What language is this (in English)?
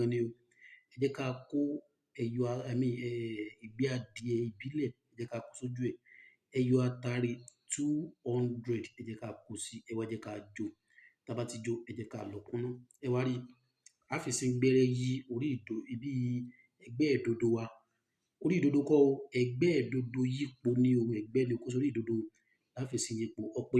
Yoruba